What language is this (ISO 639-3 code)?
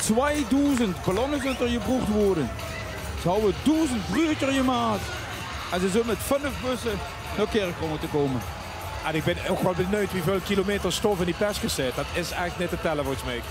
lim